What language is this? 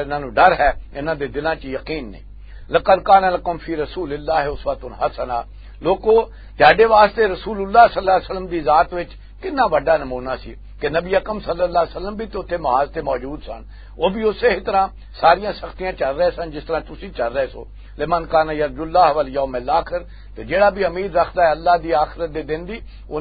Western Panjabi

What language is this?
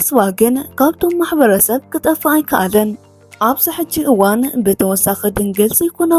Tigrinya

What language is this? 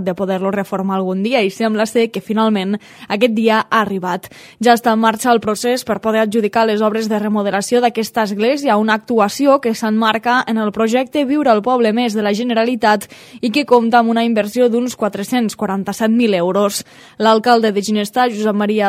Catalan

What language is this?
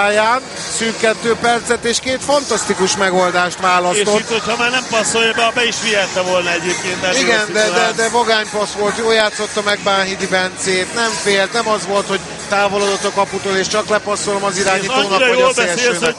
Hungarian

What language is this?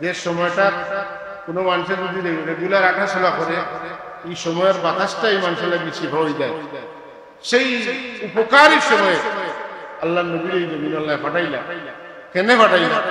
Sylheti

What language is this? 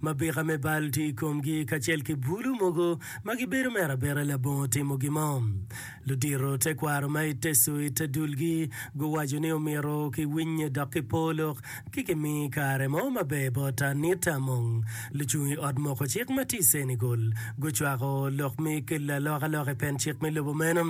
Acoli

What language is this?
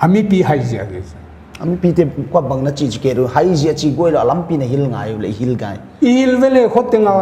Paite Chin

